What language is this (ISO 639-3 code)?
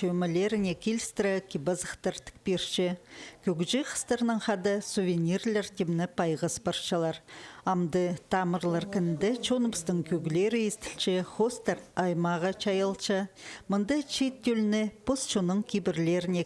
kjh